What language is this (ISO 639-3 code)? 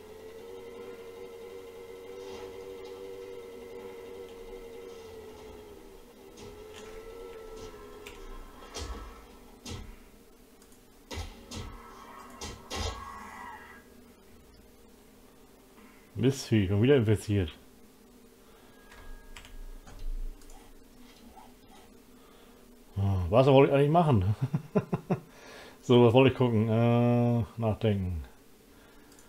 deu